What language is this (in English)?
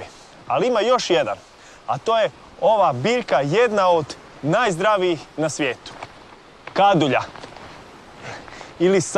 Croatian